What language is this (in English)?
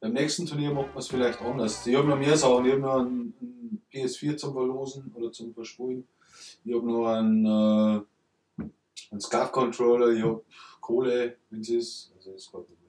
Bavarian